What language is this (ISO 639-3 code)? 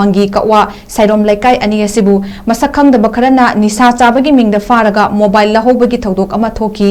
mni